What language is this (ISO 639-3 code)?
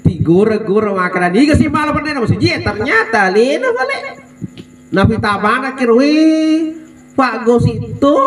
bug